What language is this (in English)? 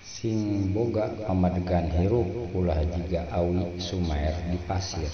Sundanese